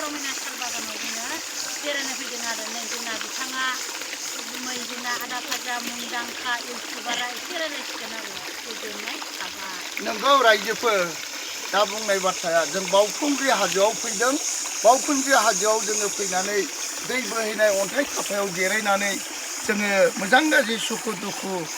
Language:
Bodo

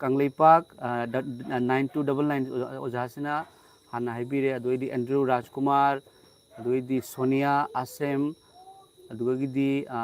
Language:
Manipuri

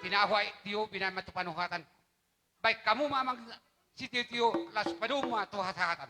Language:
Batak Toba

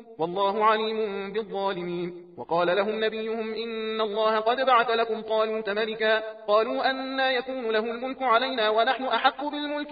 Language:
Arabic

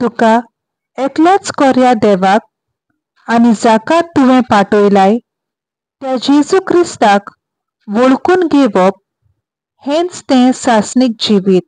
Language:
Konkani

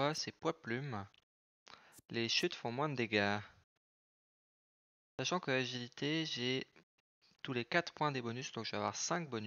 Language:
French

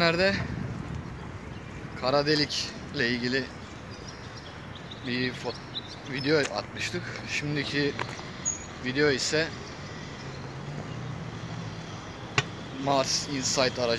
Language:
Turkish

